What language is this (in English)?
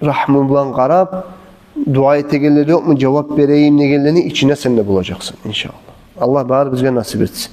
Kumyk